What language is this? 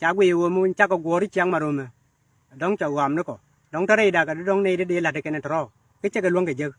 Nuer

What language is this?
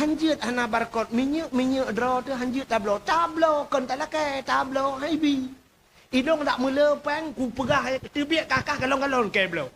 Achinese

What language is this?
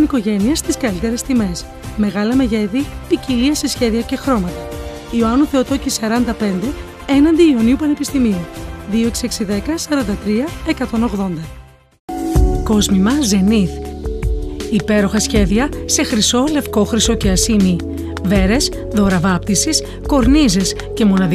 Greek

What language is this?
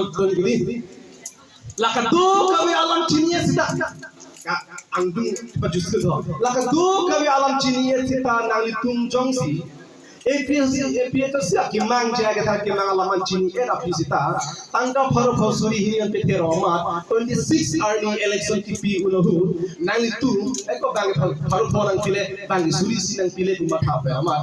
Karbi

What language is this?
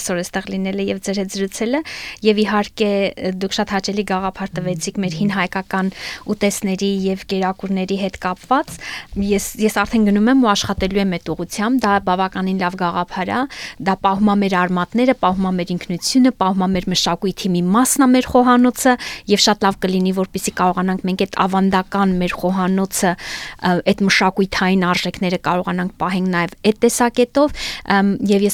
Armenian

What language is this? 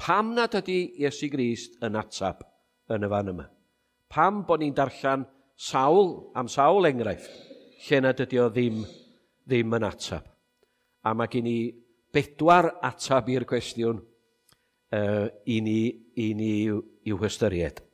Welsh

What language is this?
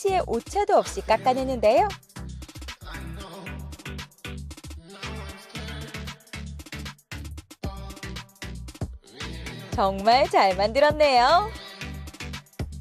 Korean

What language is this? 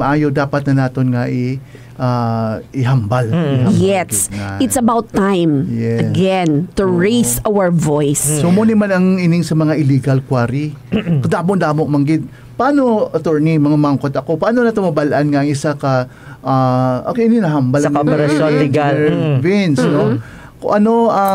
Hiligaynon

